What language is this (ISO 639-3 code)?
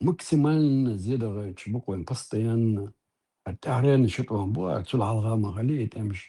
che